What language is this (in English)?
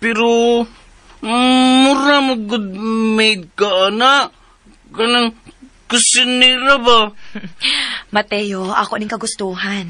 Cebuano